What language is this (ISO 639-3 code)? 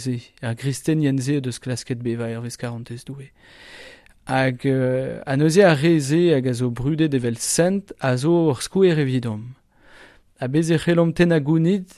bre